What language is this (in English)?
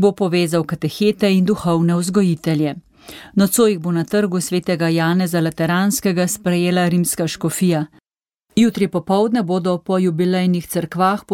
Slovenian